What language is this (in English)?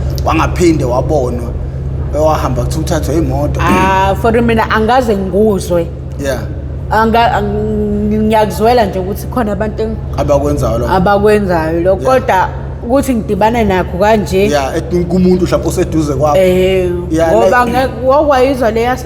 Zulu